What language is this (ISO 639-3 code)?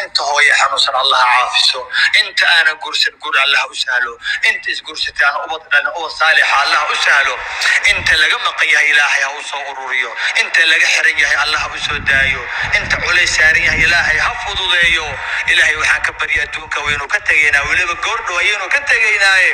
som